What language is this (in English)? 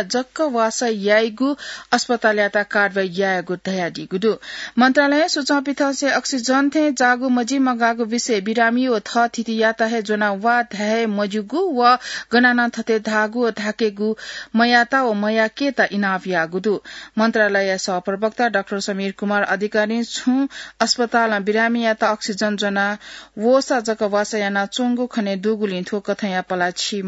Newari